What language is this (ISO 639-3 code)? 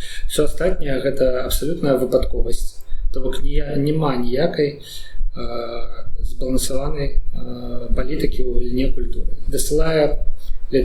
bel